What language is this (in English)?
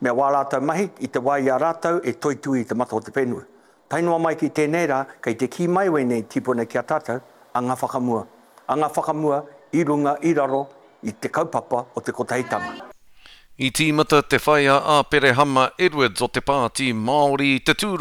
Māori